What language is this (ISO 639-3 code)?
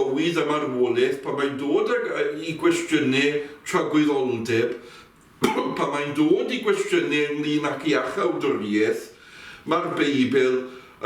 cym